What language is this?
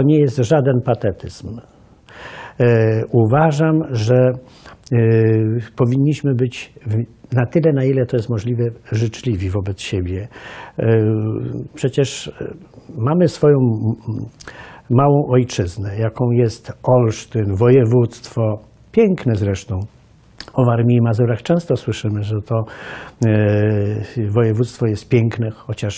Polish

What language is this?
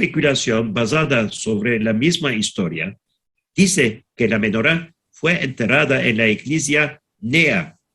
Ladino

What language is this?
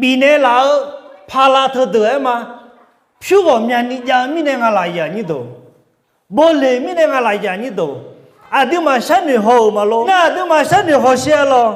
Akha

